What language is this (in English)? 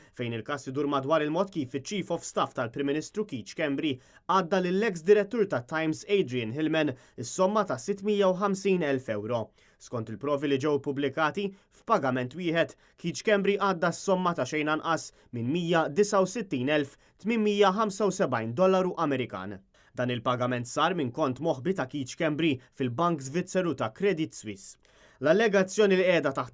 Maltese